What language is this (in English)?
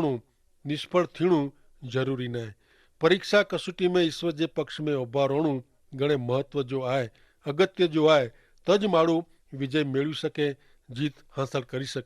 Kachhi